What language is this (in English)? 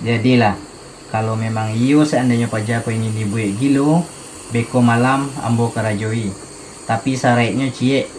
Minangkabau